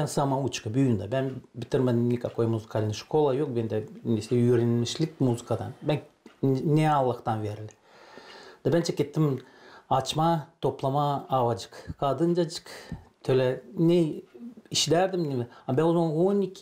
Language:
Gagauz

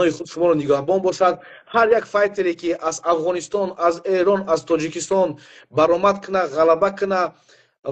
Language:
Persian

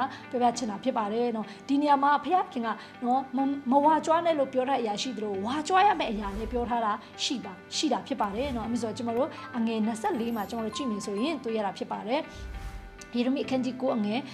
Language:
Burmese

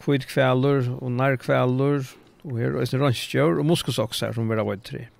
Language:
Faroese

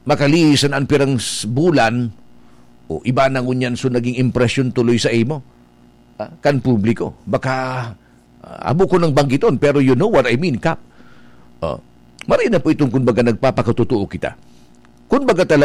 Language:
Bikol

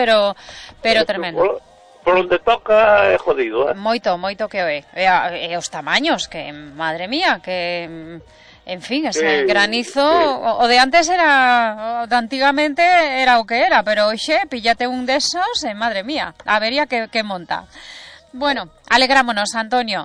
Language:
Galician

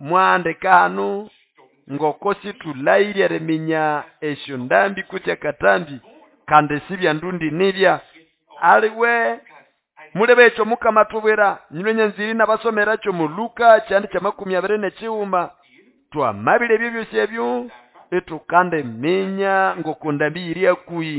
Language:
Nande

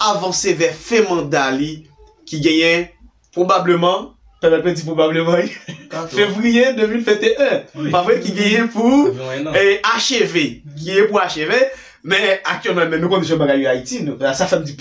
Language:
Haitian Creole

